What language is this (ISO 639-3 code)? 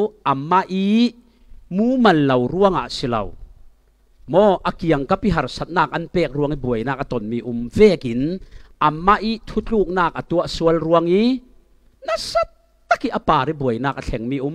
cfm